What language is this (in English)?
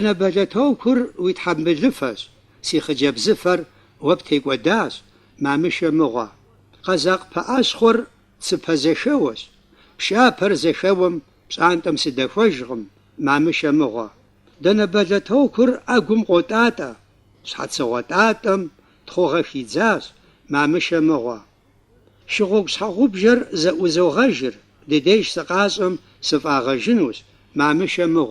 Kabardian